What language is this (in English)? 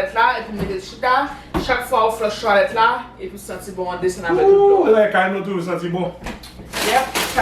Haitian Creole